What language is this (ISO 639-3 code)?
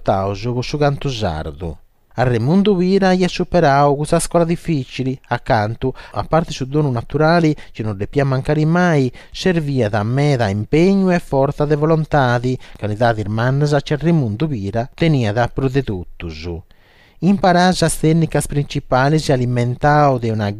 srd